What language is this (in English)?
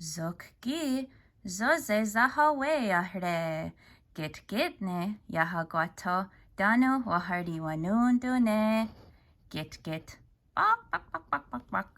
Mohawk